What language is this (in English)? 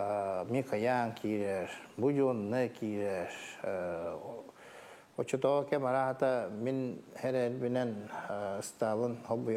Yakut